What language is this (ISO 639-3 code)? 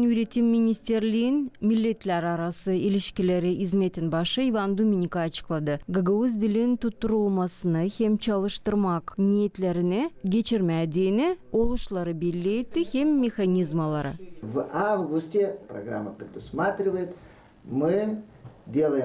gag